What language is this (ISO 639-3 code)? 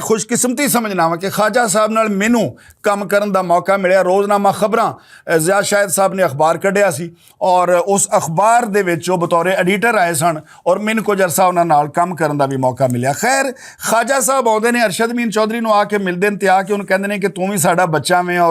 lah